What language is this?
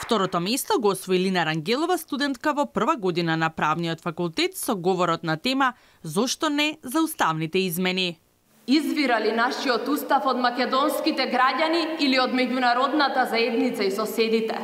Macedonian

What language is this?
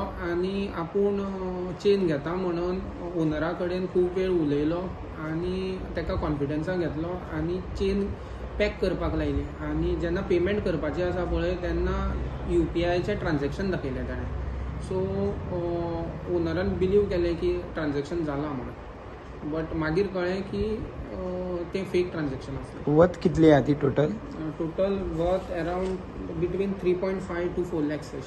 Konkani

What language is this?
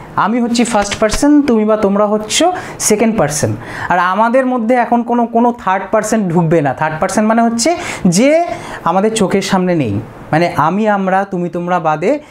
Bangla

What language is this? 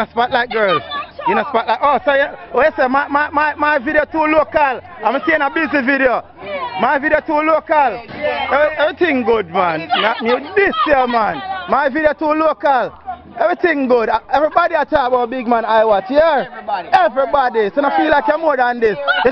Jamaican Creole English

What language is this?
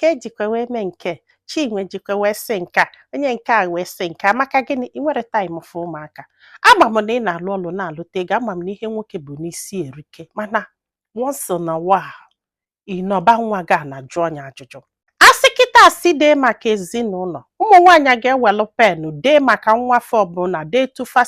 Igbo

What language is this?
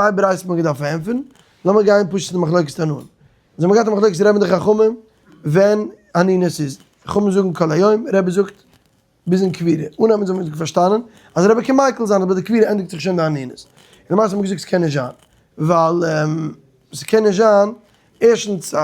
Yiddish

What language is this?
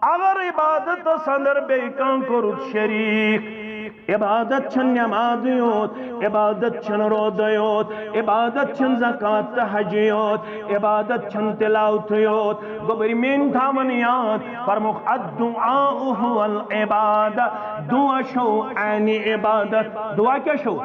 Kashmiri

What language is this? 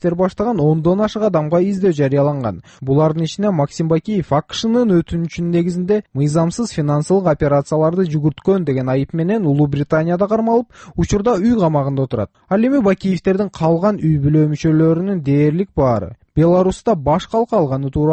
Kyrgyz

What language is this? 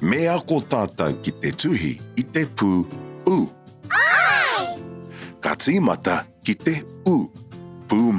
Māori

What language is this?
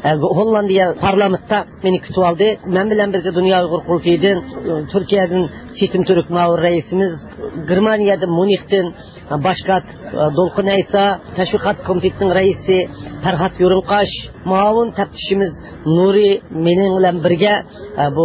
Uyghur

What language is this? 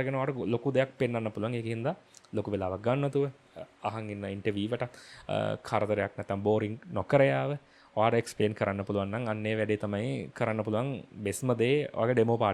Sinhala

